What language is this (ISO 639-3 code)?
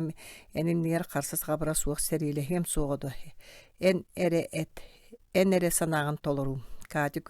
sah